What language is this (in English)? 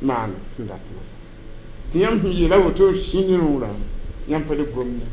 Mossi